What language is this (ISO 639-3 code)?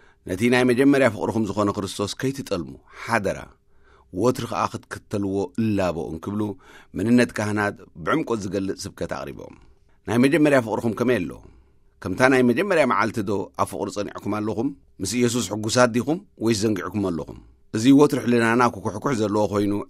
tir